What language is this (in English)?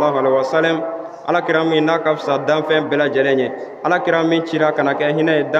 Bambara